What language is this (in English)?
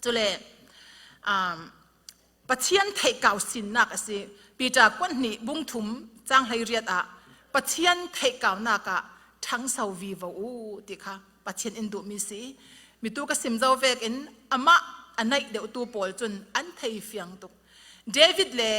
Falam Chin